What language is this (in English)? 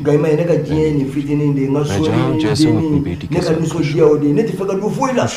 Bambara